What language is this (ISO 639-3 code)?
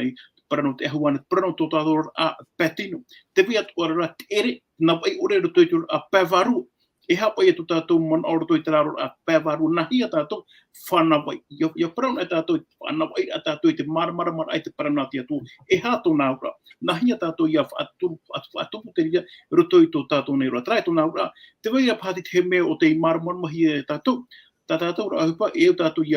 tah